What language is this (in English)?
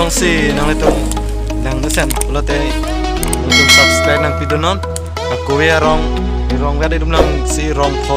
Karbi